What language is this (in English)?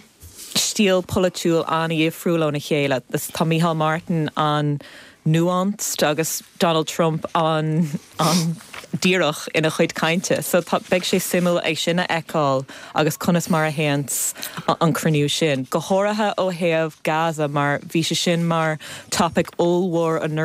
Irish